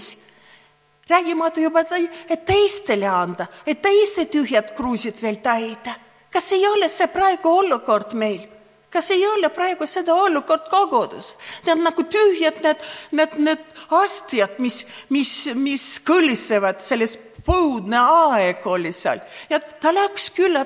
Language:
Estonian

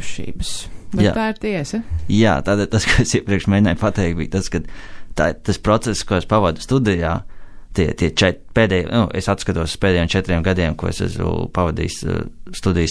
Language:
Latvian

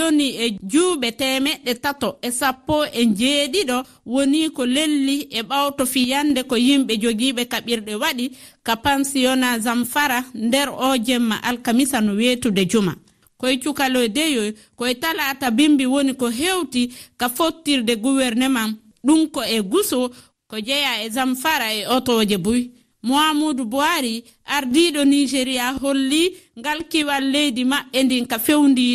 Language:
Fula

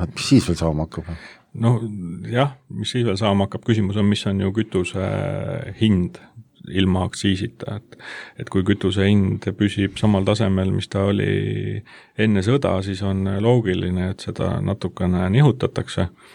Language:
Estonian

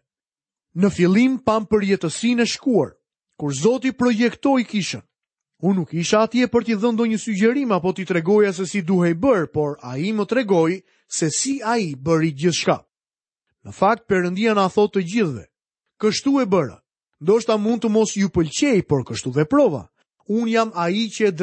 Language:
Albanian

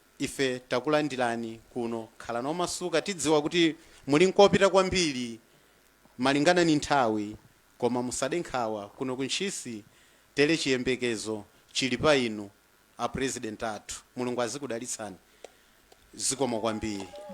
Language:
Nyanja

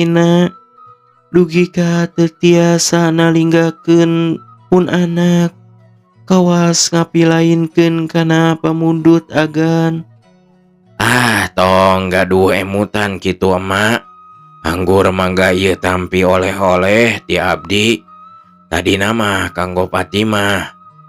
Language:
Sundanese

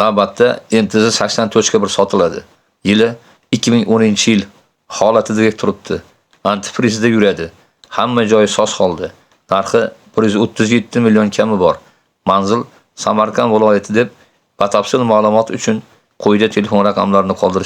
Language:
Uzbek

